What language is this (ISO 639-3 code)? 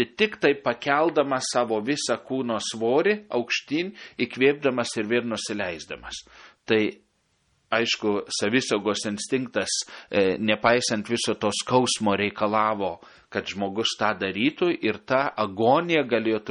lit